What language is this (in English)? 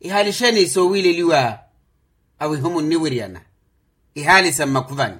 Makhuwa